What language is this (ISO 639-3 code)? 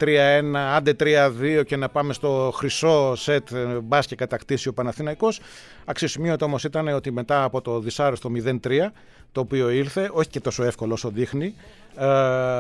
ell